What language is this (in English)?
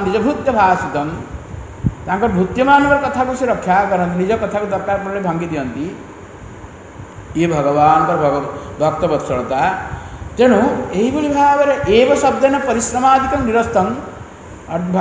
Odia